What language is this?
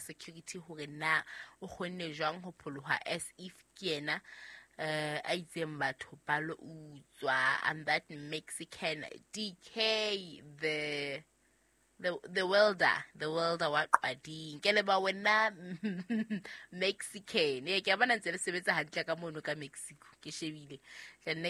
Southern Sotho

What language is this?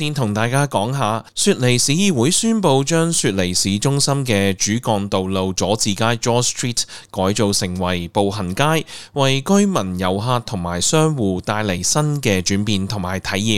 Cantonese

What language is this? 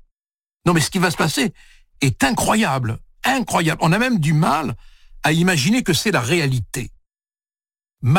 French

